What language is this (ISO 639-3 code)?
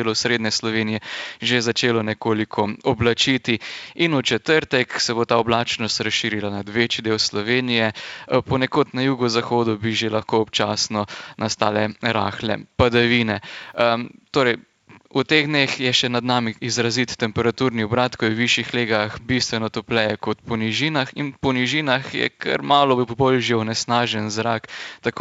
slv